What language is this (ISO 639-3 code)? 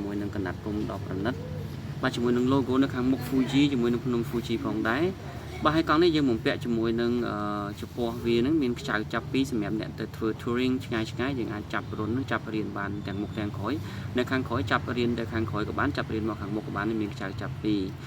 khm